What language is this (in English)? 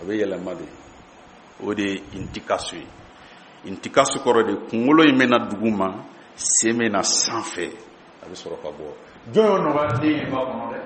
Bambara